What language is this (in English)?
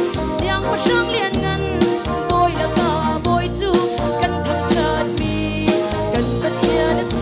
Hakha Chin